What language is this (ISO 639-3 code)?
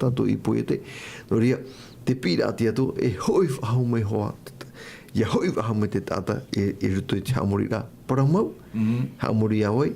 tah